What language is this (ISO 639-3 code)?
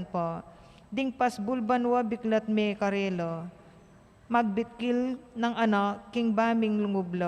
pam